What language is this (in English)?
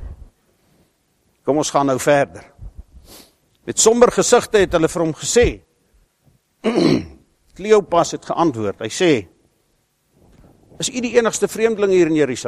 Afrikaans